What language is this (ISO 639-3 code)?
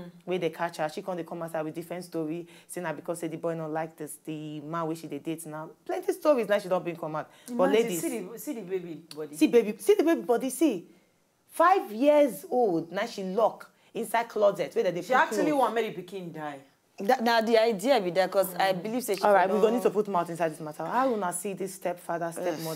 pcm